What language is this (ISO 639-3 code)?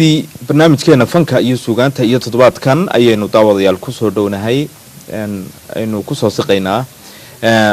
som